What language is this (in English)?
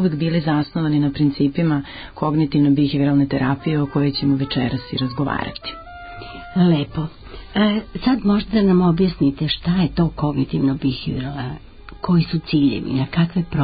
Serbian